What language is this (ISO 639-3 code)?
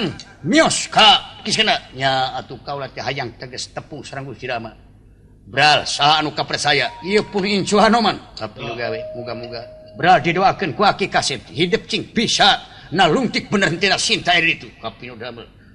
sun